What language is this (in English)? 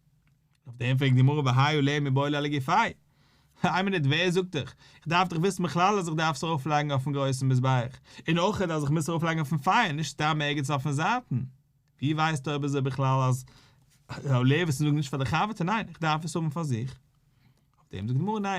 Yiddish